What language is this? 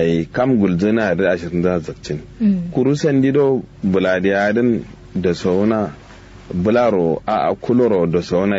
Kanuri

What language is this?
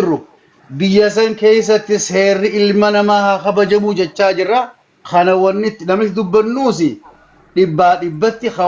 Oromo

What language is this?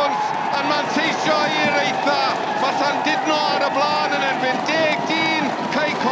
Welsh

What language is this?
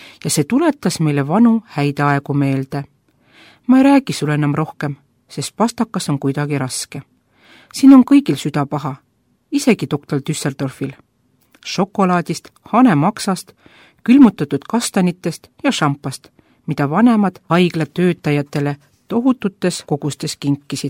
Estonian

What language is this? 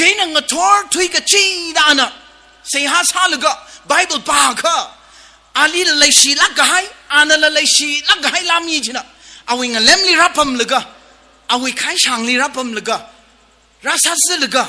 Tangkhul Naga (India)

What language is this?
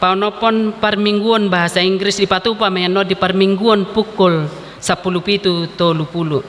Batak Toba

